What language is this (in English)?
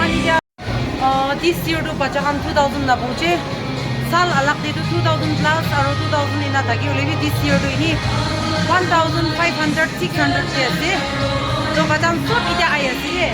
Naga Pidgin